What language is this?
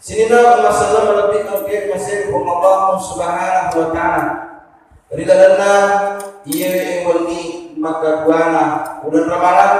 Buginese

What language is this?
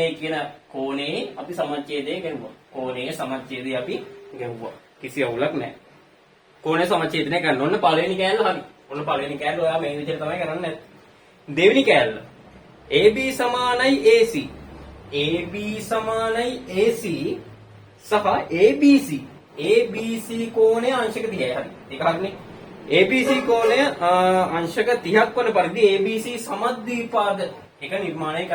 Sinhala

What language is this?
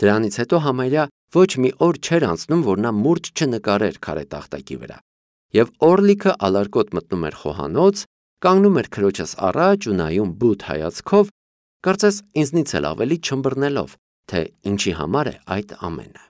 Armenian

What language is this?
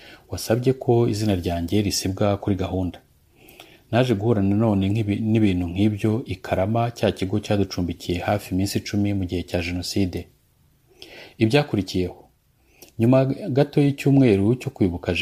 Kinyarwanda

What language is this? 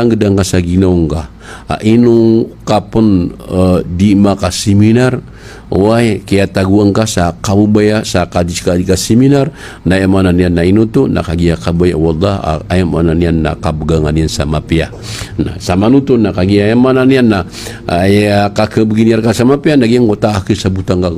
Maranao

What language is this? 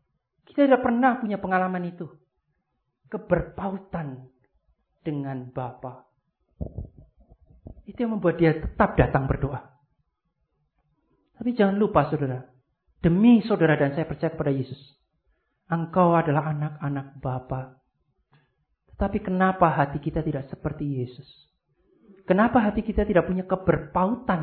Indonesian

